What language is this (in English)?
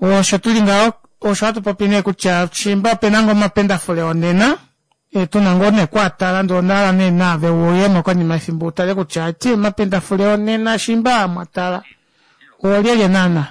Kuanyama